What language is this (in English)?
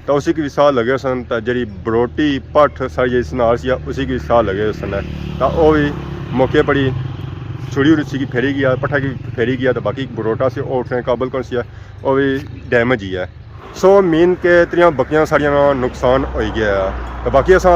Pahari-Potwari